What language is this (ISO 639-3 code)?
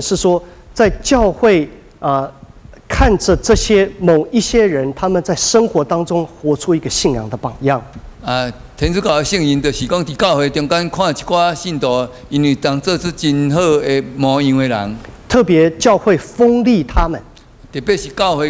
nan